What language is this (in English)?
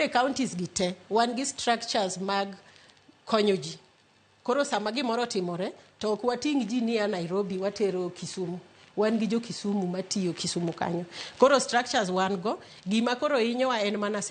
Luo (Kenya and Tanzania)